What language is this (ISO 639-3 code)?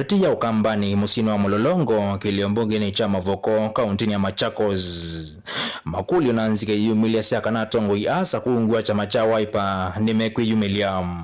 kam